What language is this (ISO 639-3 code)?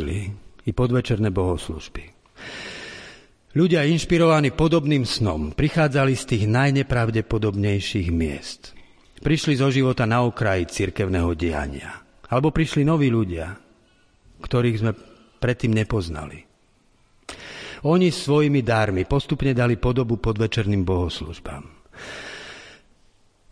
slk